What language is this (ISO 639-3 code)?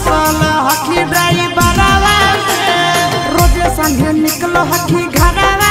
bho